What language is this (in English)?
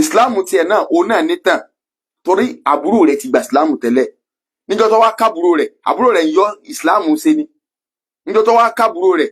Yoruba